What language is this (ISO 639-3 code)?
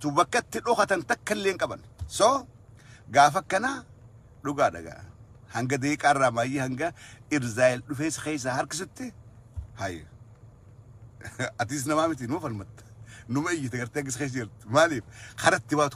orm